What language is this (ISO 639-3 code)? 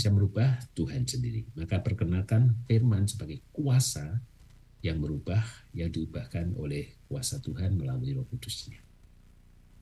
ind